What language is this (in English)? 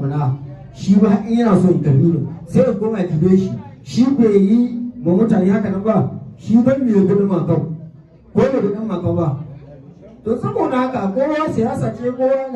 Hausa